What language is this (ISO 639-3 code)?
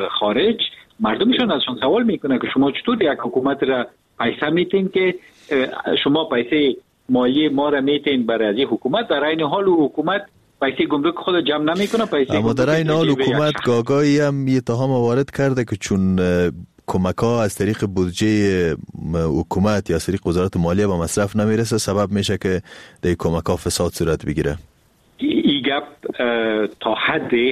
fas